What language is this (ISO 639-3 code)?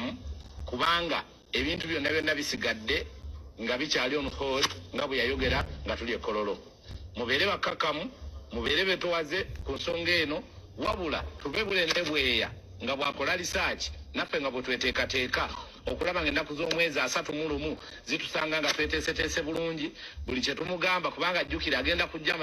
lug